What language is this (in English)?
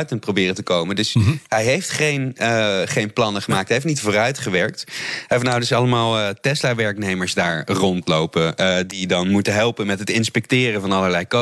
Dutch